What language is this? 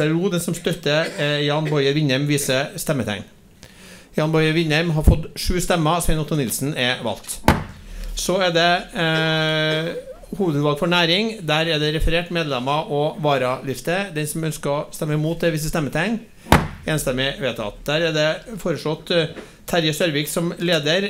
Norwegian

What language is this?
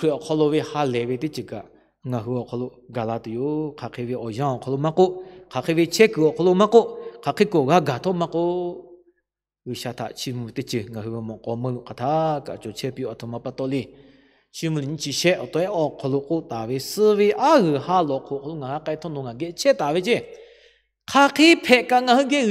Lahu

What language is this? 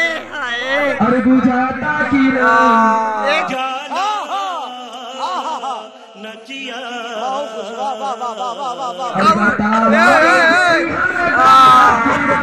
Bhojpuri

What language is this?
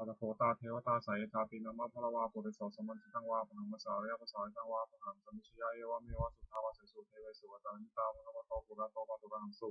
Pali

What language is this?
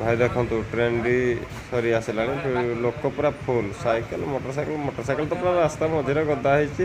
Odia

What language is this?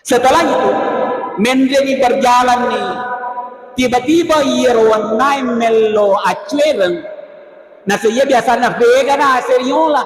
Buginese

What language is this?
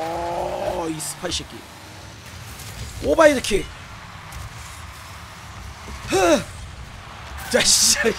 Korean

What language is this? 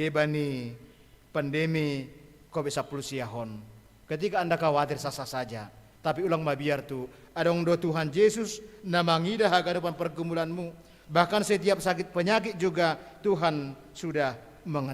Batak Simalungun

